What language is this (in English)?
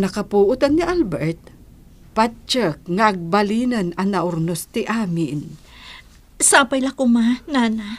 Iloko